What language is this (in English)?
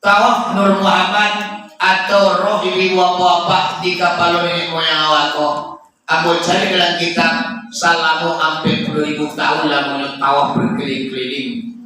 Minangkabau